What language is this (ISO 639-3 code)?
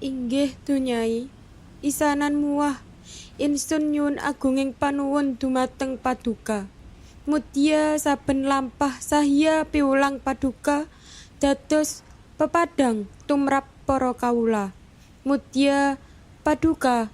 jav